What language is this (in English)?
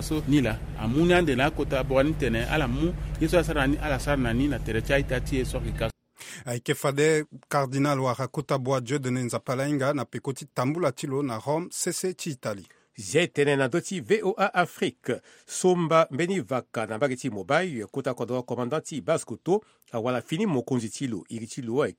Sango